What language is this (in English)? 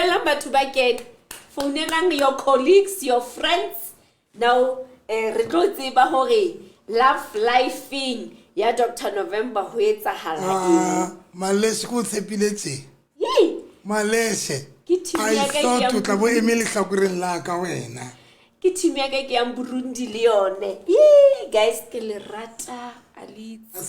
Southern Sotho